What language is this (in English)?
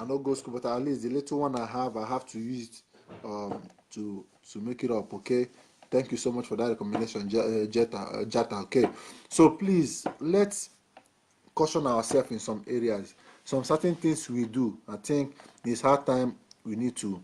Nigerian Pidgin